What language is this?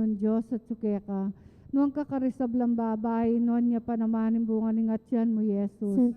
Pampanga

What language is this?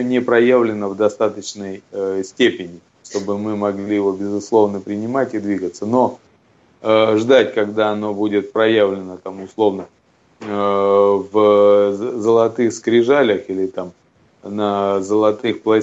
Russian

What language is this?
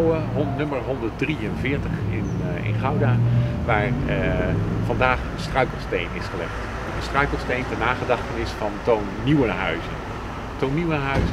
Dutch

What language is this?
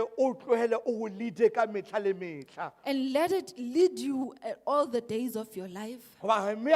Southern Sotho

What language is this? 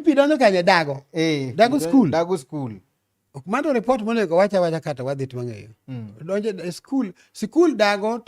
Luo (Kenya and Tanzania)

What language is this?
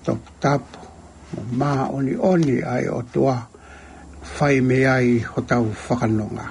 Tongan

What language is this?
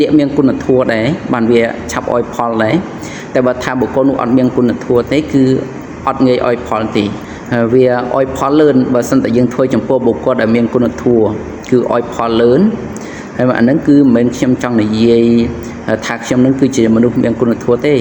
Khmer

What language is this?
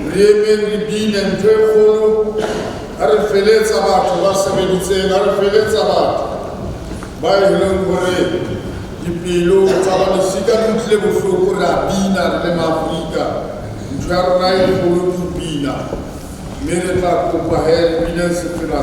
Southern Sotho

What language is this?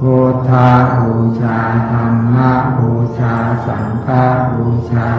Pali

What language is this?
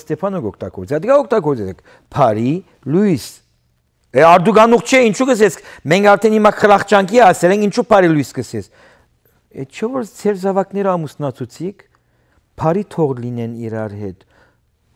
Western Armenian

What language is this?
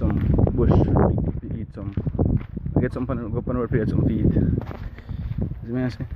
Jamaican Creole English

